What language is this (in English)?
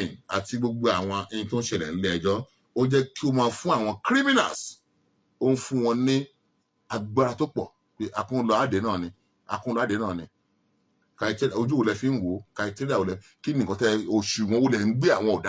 Yoruba